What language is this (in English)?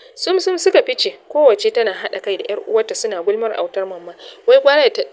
Hausa